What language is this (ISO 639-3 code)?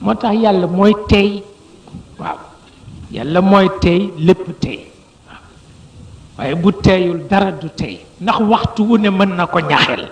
wol